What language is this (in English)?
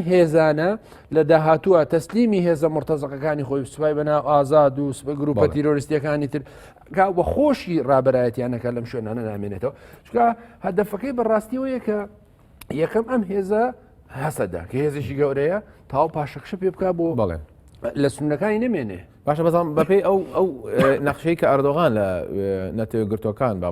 Central Kurdish